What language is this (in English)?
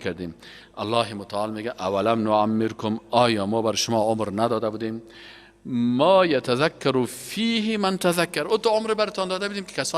Persian